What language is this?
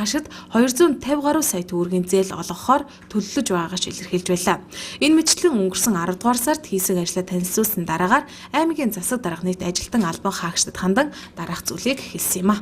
Mongolian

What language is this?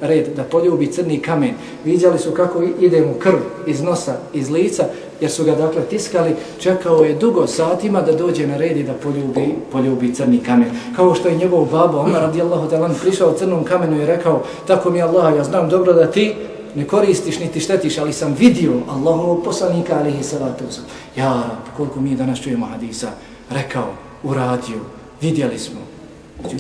Bosnian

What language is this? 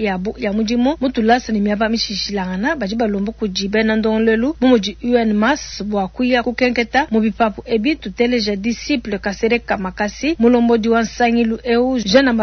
Luba-Lulua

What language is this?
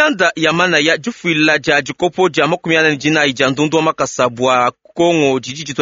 Luba-Lulua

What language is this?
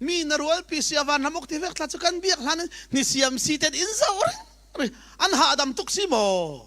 Falam Chin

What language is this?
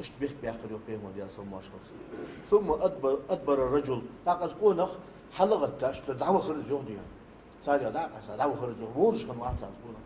Ingush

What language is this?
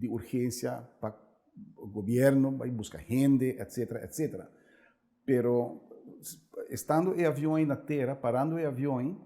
Papiamento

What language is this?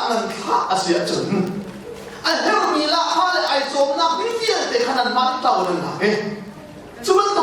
Hakha Chin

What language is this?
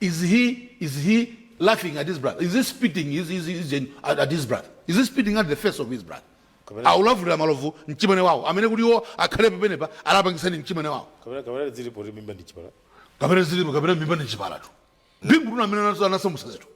Nyanja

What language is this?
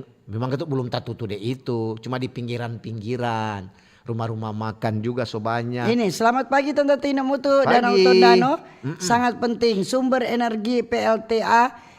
Manado Malay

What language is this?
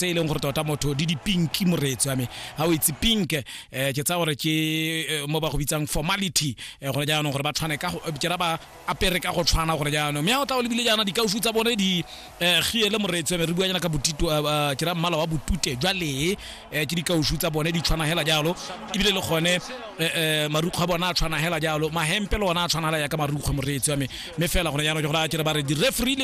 Tswana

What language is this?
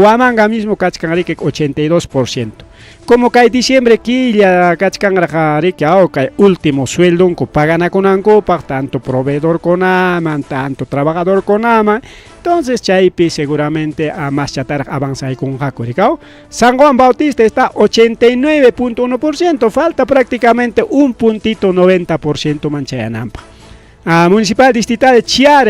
Ayacucho Quechua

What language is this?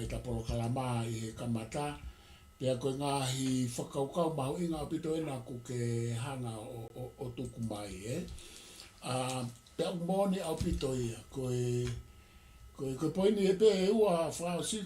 Tongan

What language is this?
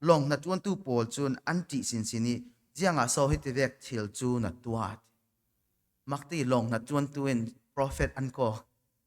Falam Chin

